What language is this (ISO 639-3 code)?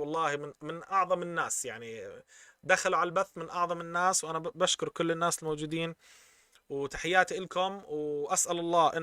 apc